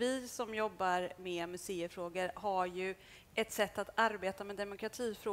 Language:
Swedish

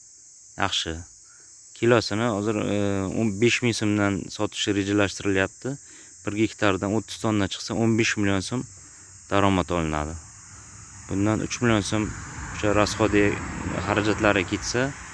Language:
Uzbek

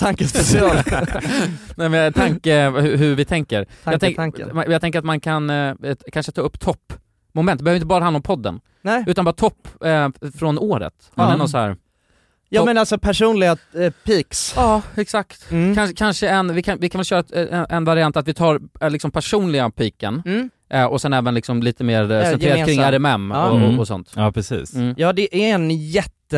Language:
Swedish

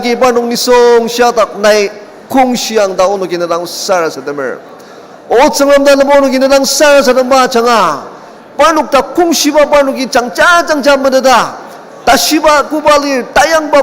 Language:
Ao Naga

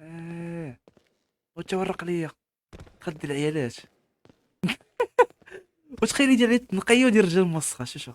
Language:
Moroccan Arabic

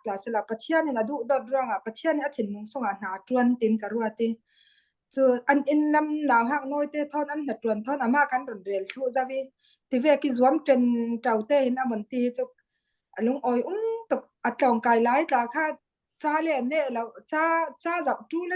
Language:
Falam Chin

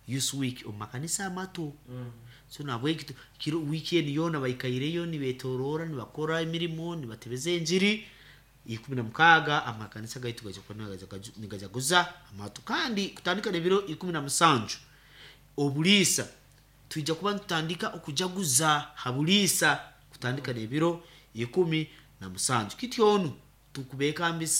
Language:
Nyankole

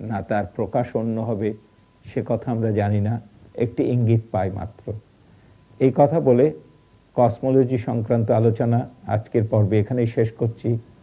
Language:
Bangla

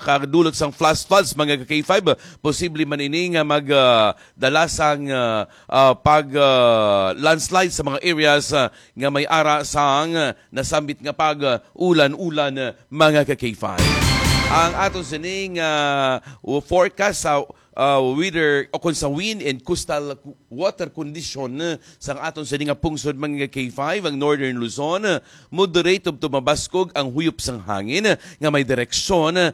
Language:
Hiligaynon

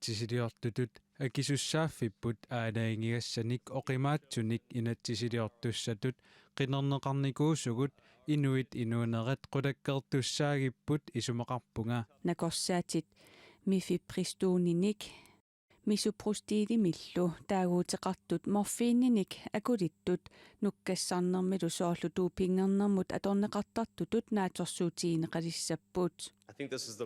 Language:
Kalaallisut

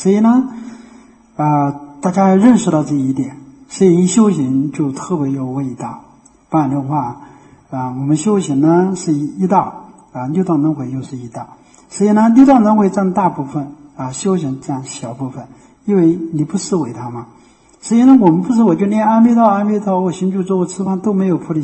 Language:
Chinese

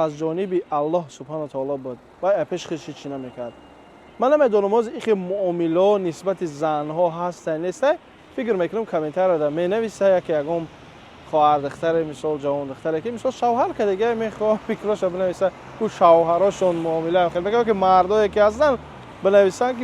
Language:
Tajik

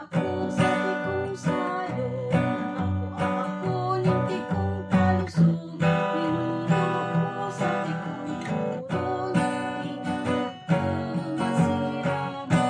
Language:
Bikol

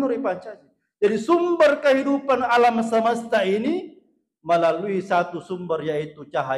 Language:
Buginese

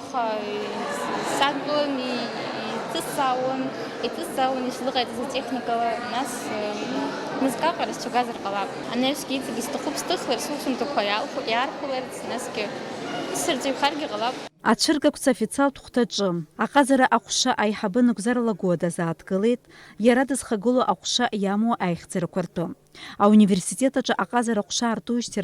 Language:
Abkhazian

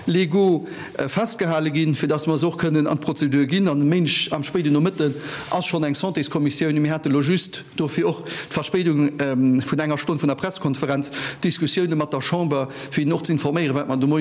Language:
Luxembourgish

